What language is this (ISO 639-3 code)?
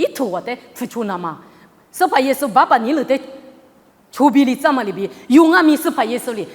lis